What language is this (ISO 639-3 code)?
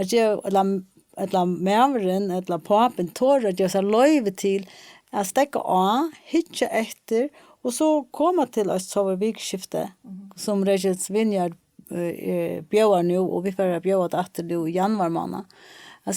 fao